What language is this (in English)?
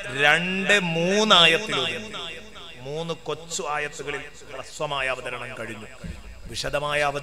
Malayalam